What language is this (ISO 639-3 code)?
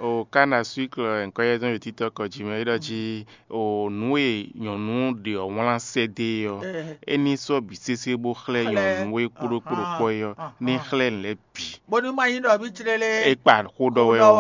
fon